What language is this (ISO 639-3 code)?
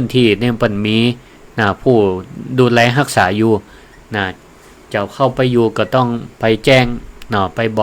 nod